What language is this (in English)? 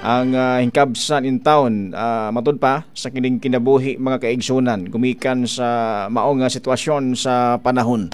Cebuano